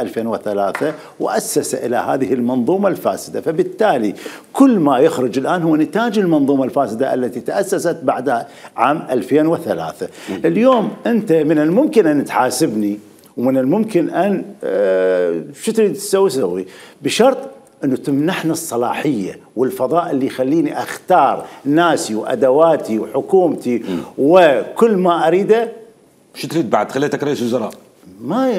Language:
Mesopotamian Arabic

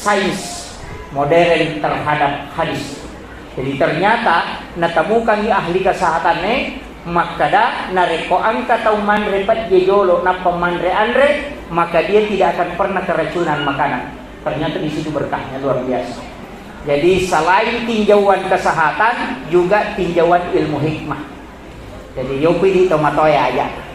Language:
Buginese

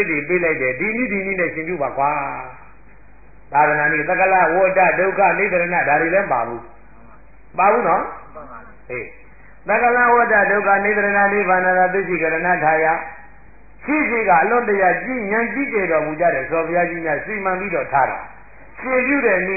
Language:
Burmese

